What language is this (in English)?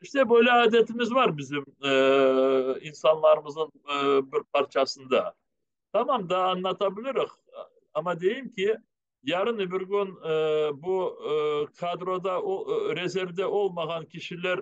Crimean Tatar